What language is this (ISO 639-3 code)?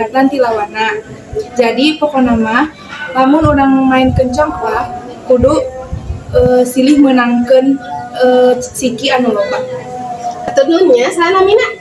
sun